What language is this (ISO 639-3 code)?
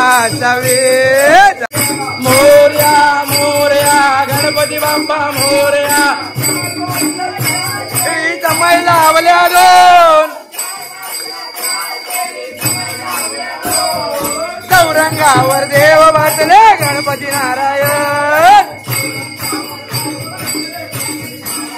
mar